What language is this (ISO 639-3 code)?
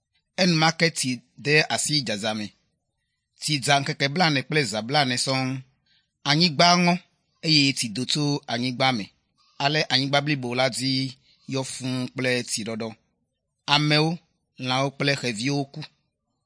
ewe